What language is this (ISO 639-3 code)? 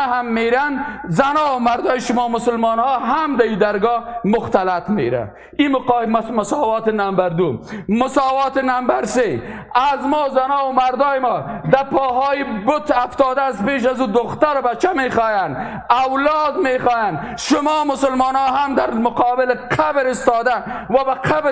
fas